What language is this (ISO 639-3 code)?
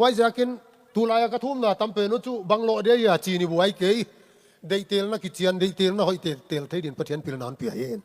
ctd